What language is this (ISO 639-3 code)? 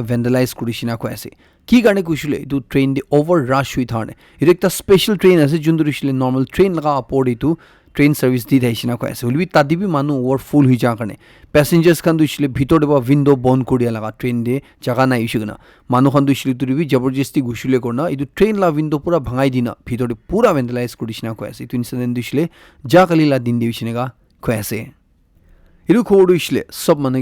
nag